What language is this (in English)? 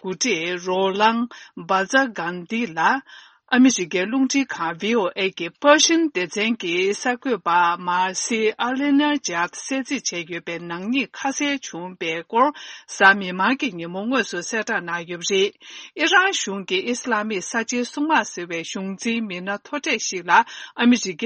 Tibetan